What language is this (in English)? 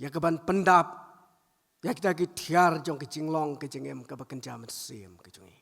Khasi